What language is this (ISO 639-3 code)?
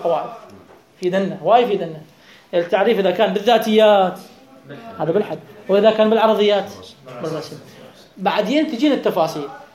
acm